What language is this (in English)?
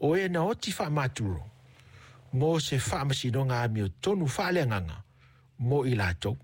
Samoan